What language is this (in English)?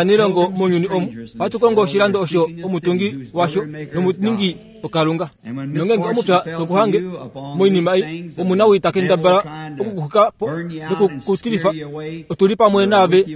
Kuanyama